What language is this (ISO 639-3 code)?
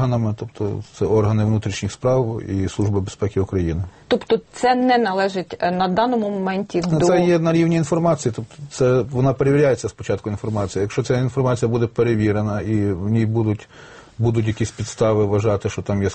ukr